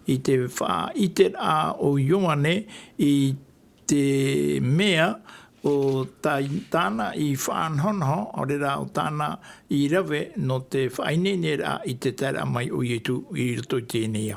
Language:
Tahitian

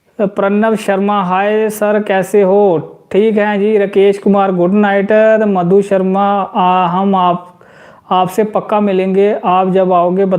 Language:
Dogri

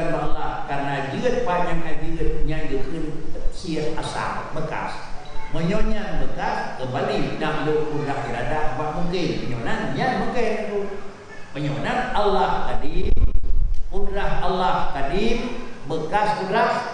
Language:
Achinese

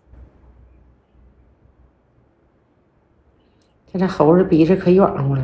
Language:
Chinese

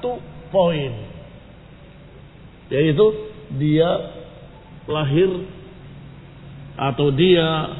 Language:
Indonesian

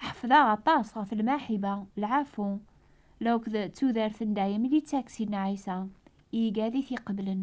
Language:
Kabyle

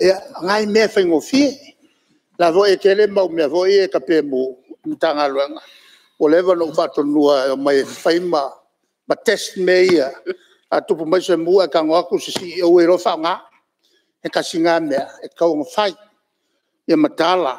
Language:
Samoan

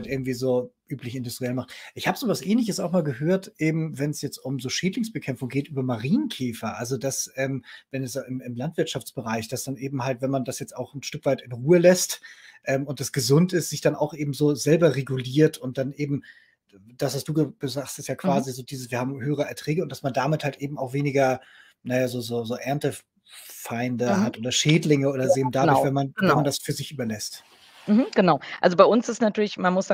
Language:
German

